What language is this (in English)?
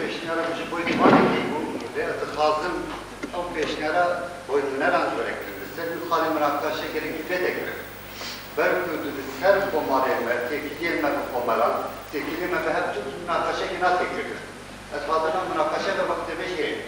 Kurdish